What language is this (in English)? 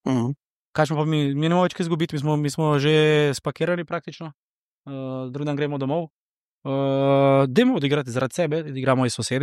Slovenian